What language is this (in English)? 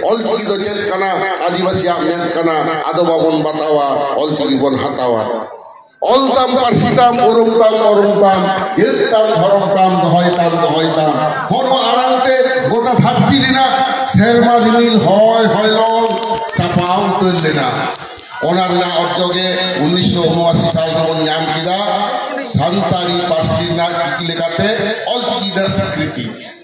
Santali